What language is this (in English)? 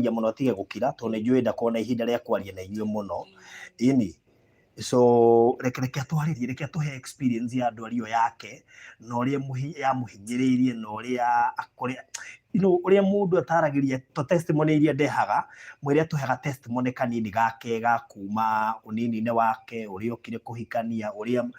Kikuyu